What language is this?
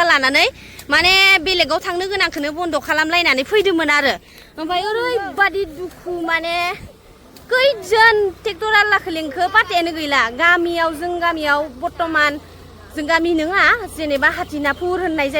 Bodo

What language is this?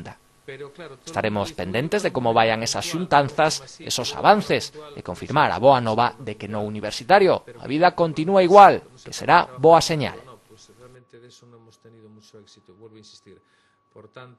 Galician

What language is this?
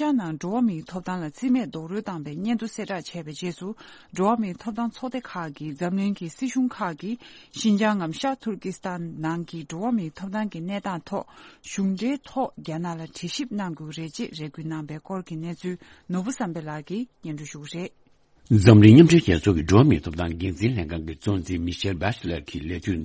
Tibetan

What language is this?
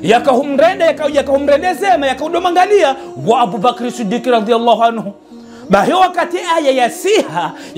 Ngazidja Comorian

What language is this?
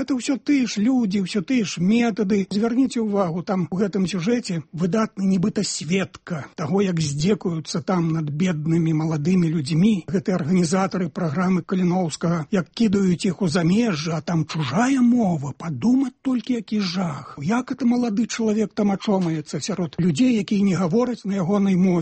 Belarusian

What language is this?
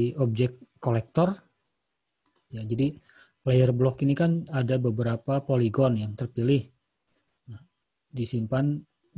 Indonesian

